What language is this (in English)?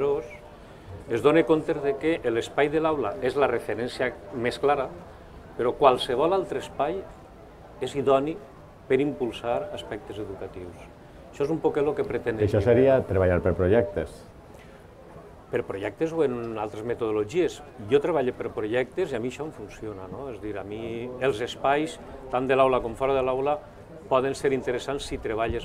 Catalan